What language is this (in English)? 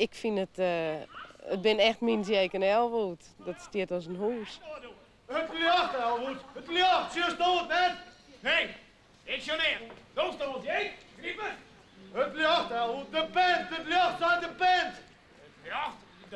Western Frisian